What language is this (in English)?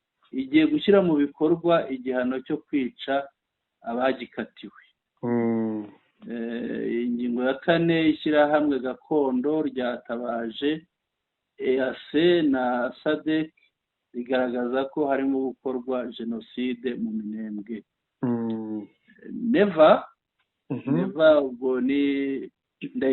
Kinyarwanda